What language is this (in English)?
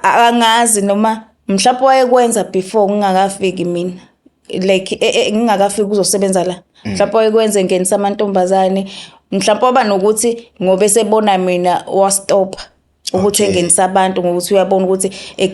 Zulu